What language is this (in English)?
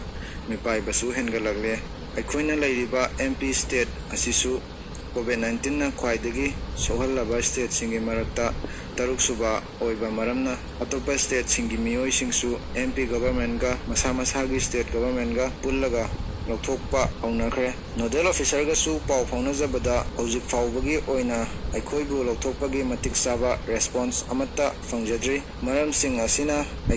Manipuri